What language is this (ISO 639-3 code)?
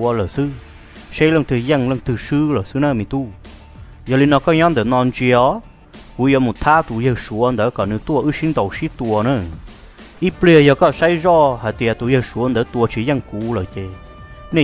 vie